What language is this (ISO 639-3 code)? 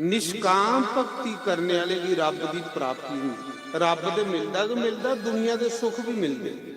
doi